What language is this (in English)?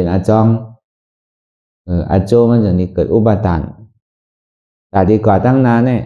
Shan